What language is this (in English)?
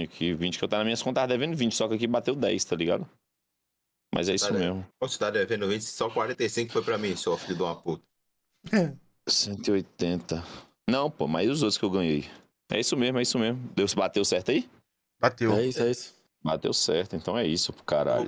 Portuguese